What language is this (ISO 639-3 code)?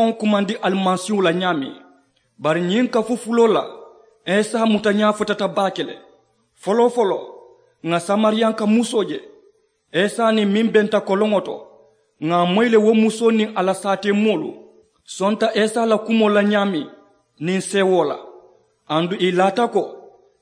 man